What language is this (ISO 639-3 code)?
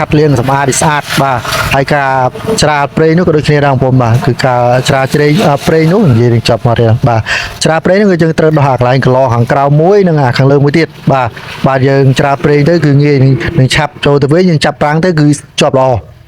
khm